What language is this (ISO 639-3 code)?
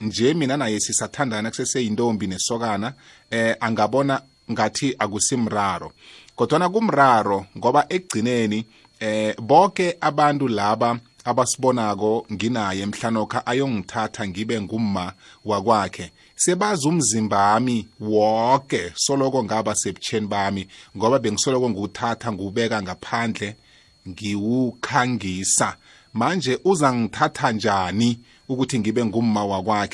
nbl